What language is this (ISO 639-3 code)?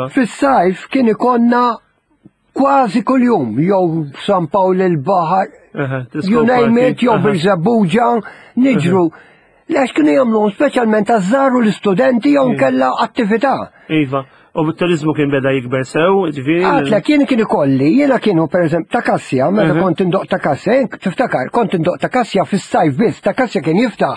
mlt